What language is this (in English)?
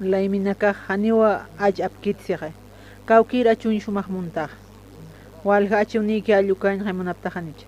Aymara